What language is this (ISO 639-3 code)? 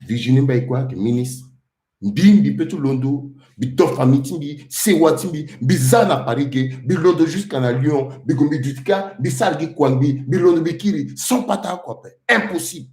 sag